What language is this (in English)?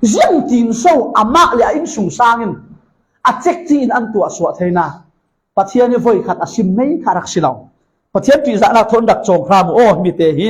Falam Chin